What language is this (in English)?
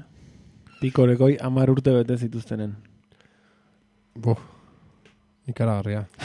Basque